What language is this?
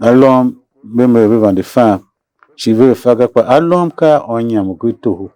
Tiv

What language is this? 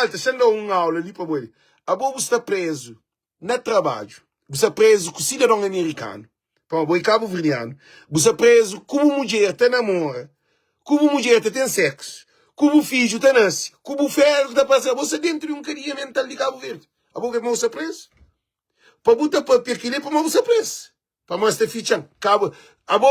Kabuverdianu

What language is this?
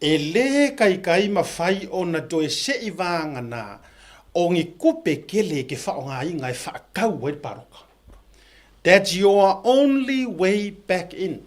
Samoan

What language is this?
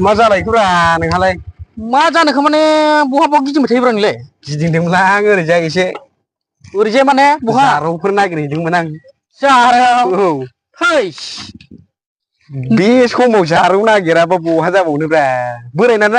Bodo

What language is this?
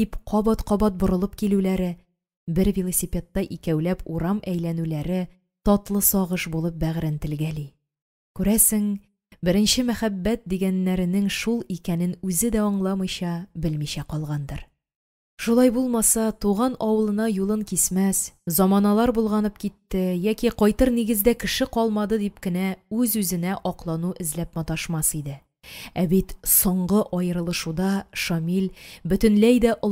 Tatar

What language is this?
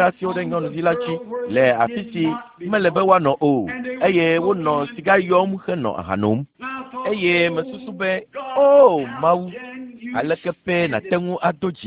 Ewe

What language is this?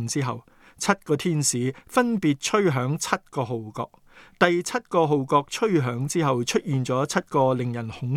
Cantonese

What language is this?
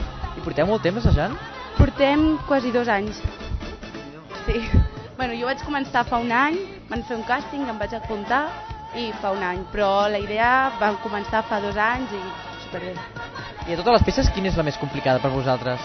Catalan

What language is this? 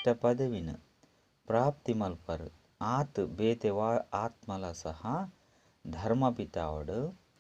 Tulu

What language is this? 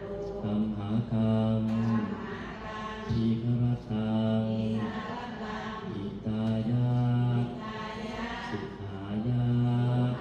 Lao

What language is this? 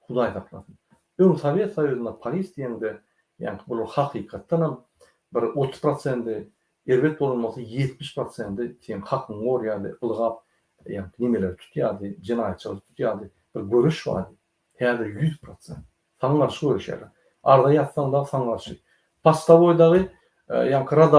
Turkmen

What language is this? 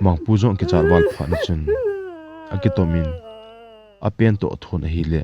Thado Chin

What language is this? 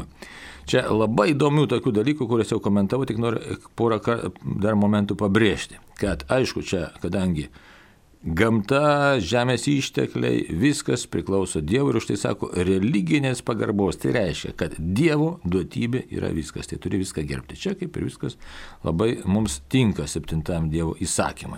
Lithuanian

